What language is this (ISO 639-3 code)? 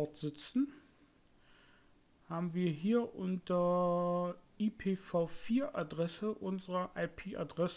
deu